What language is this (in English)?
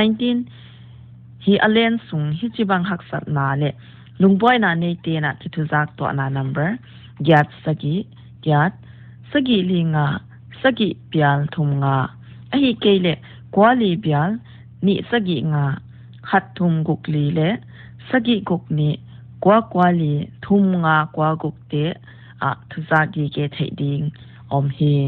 Paite Chin